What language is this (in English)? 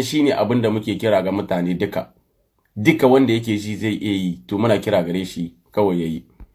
Hausa